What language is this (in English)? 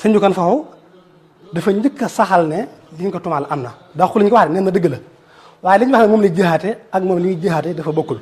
Wolof